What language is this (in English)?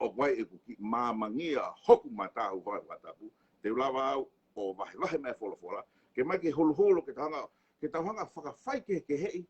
Tongan